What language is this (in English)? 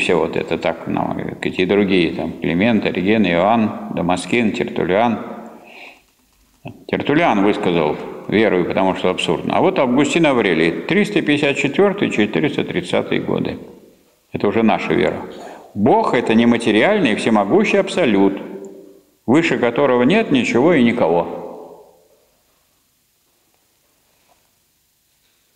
Russian